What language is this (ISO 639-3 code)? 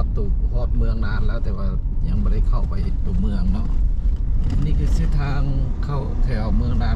lao